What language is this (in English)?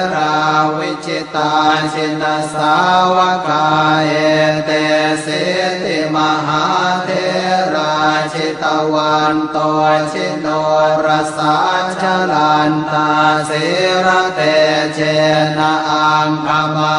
Pali